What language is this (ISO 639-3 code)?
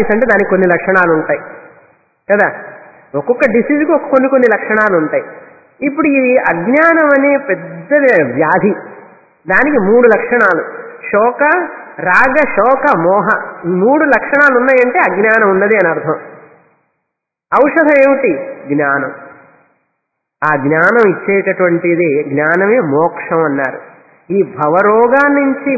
tel